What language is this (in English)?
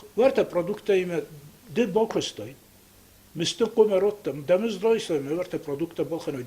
Ossetic